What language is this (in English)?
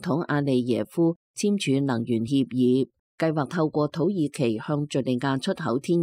Cantonese